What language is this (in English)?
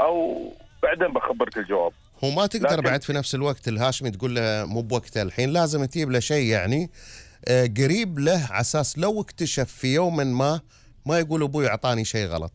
Gulf Arabic